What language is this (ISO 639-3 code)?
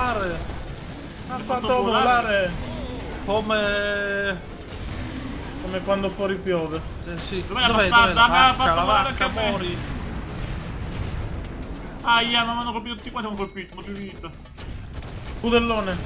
ita